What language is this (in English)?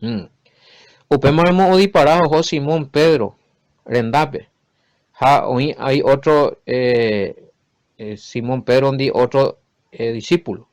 Guarani